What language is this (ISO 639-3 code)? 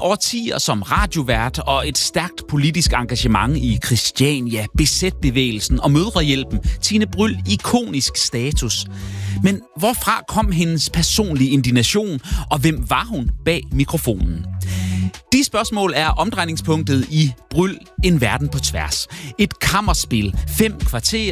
dan